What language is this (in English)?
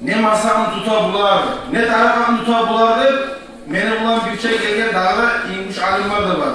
Kumyk